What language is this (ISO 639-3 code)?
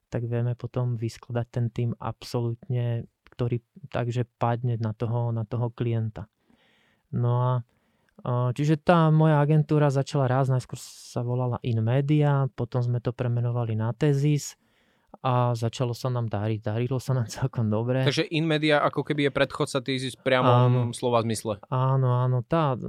slk